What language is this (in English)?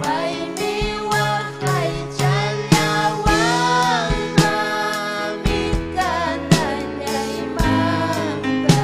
Ayacucho Quechua